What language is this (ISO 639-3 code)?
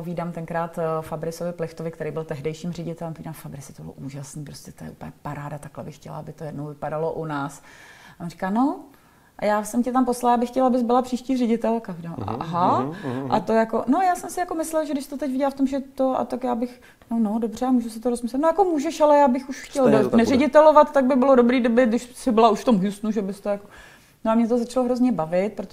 ces